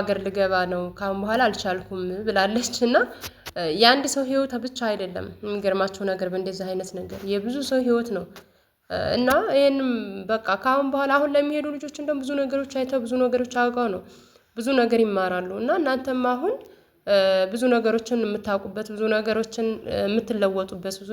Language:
Amharic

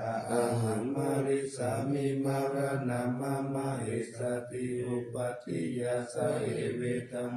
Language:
Pali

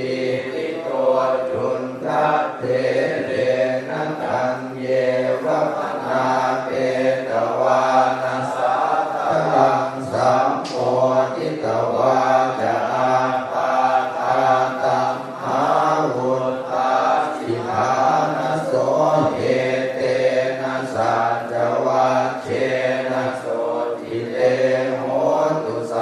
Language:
Pali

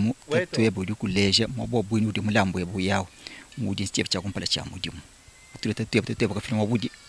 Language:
Luba-Lulua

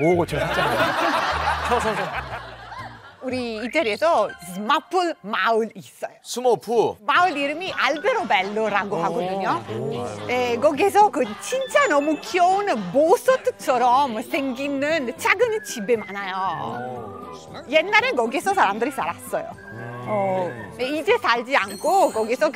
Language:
Korean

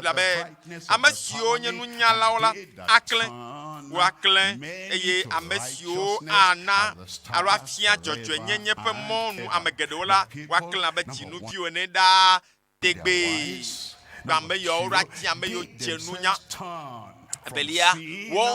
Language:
Ewe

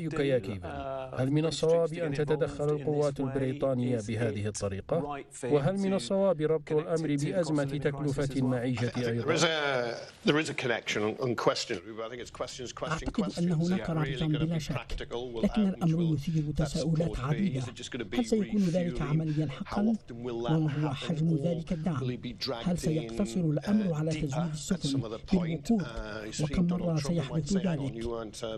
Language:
Arabic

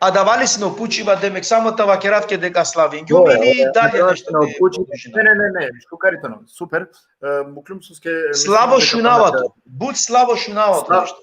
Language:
Balkan Romani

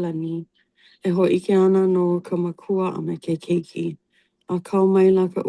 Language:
Hawaiian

